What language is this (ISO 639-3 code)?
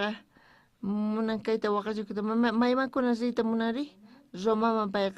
quh